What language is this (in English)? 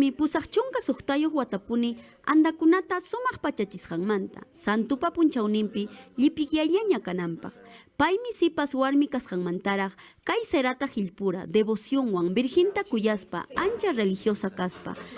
Ayacucho Quechua